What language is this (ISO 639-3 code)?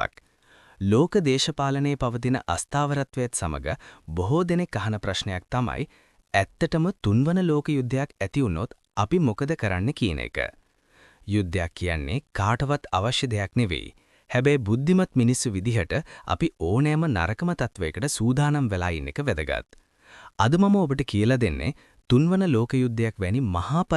sin